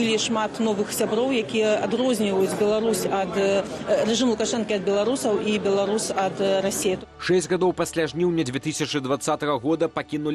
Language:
Belarusian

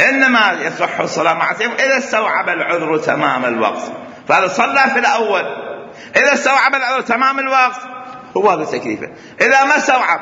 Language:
Mesopotamian Arabic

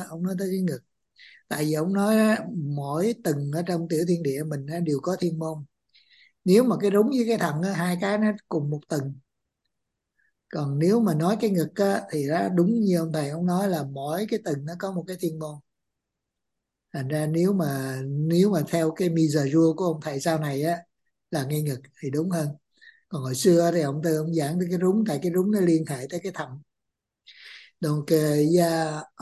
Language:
Vietnamese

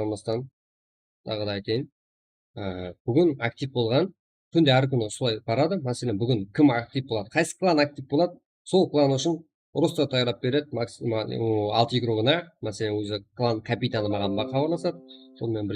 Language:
Kara-Kalpak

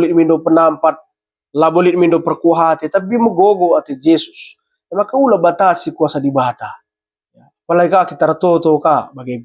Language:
Batak Karo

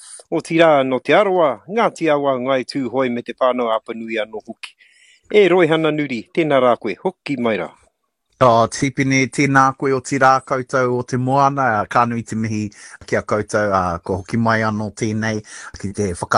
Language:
Māori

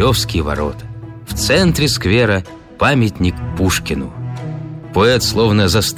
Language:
Russian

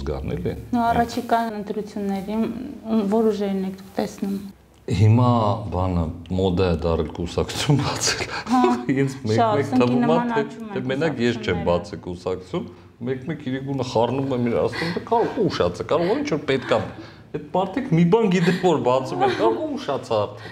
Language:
Armenian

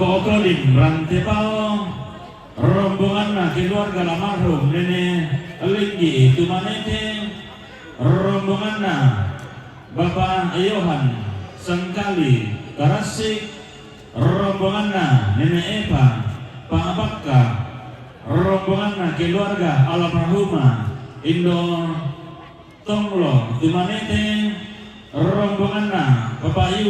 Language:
Toraja-Sa'dan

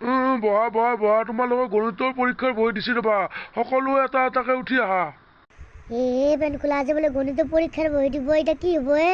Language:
Assamese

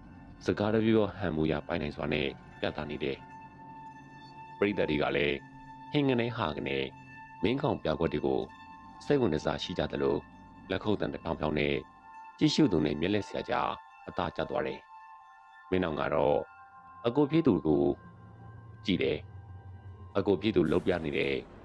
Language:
Burmese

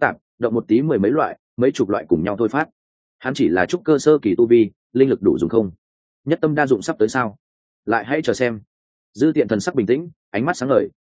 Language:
Vietnamese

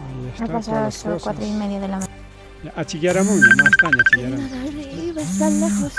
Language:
Ayacucho Quechua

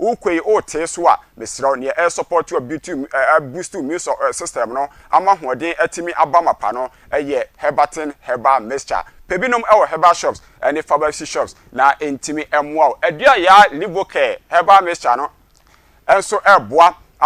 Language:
Akan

